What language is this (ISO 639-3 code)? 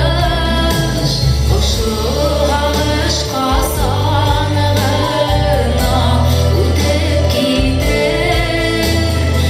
bak